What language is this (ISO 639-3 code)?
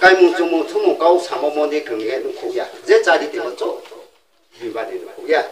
ria